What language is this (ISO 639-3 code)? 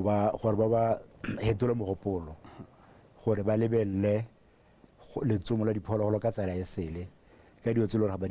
tsn